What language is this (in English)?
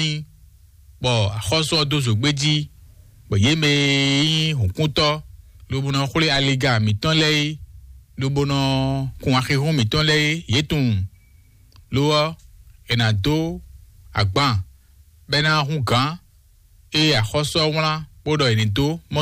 Fon